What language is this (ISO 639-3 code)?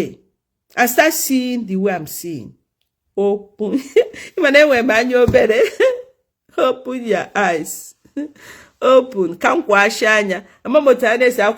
ibo